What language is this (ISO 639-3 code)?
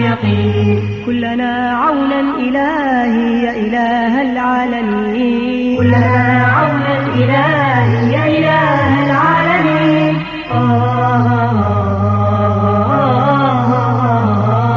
bos